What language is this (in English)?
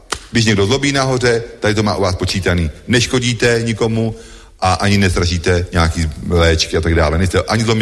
Czech